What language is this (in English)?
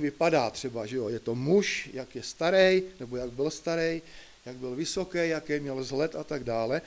Czech